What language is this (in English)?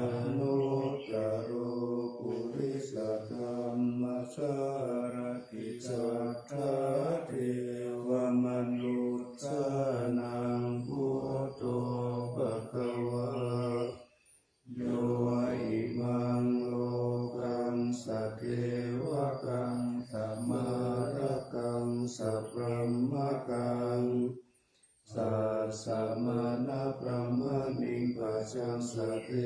Pali